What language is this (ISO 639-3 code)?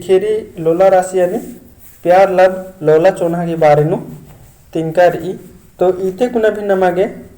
kru